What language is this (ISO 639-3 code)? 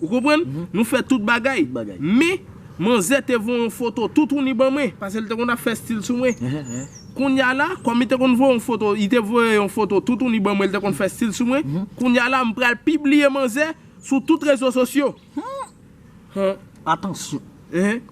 hat